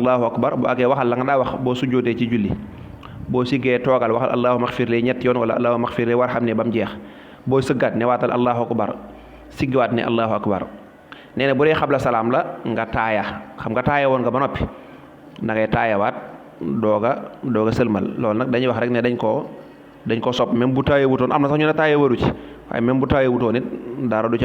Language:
Wolof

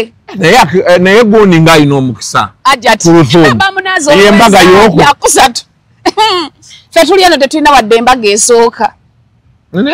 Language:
Ganda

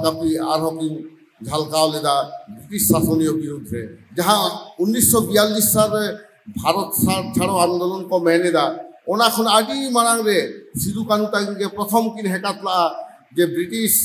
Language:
Santali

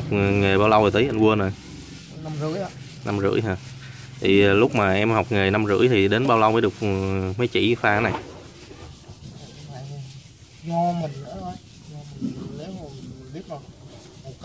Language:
Vietnamese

